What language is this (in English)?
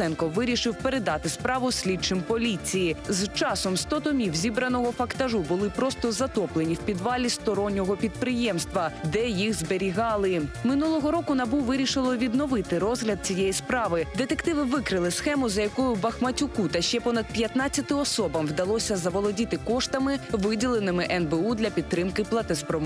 Ukrainian